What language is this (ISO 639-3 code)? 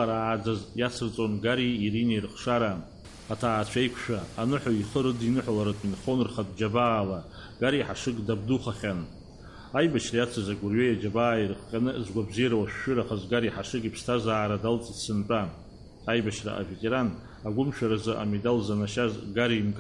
abk